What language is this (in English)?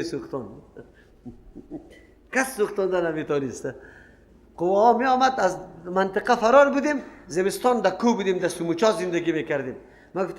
Persian